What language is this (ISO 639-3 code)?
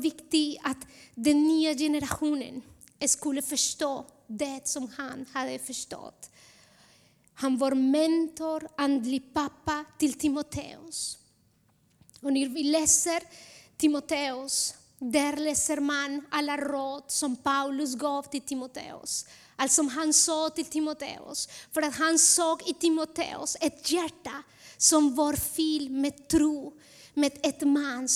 swe